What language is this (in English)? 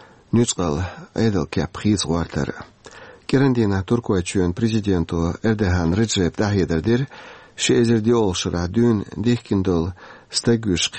Chechen